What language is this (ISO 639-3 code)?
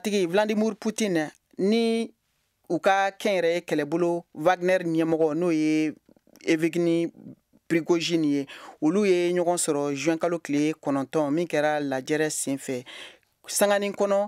bam